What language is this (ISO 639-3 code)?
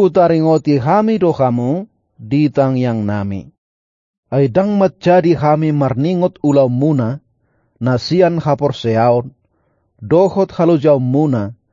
bbc